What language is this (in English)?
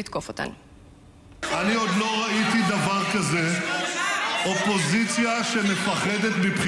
Hebrew